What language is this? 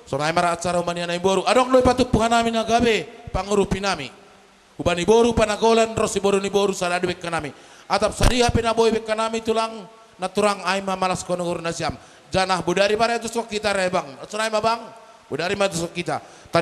Batak Simalungun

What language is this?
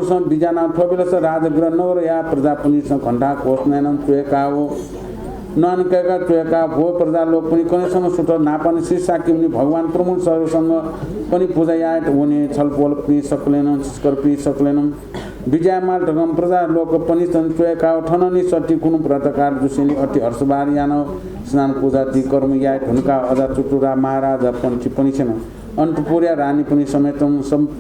Newari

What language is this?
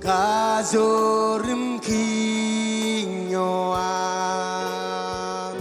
Marshallese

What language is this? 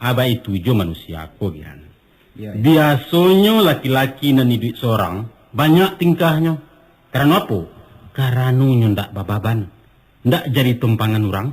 Minangkabau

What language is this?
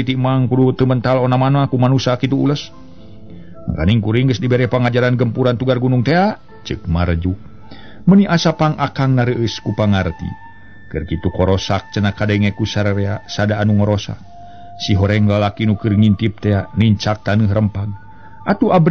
Sundanese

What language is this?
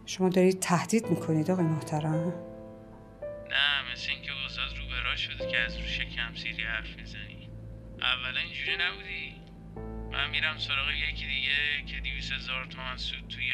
Persian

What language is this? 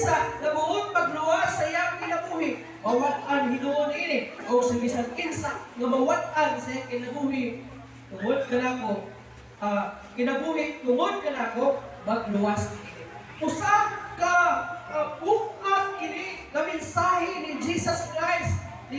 Cebuano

